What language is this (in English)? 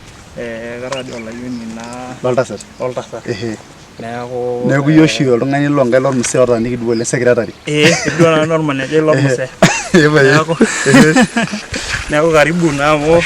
Masai